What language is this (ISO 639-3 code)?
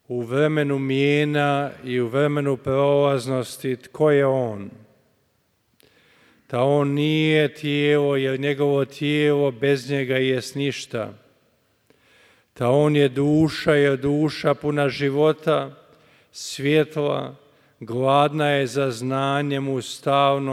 hrv